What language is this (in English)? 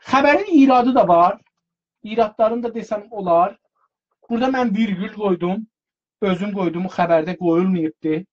South Azerbaijani